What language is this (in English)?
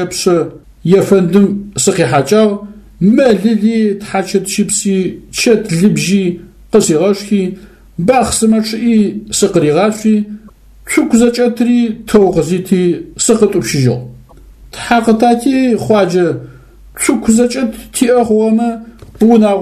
Adyghe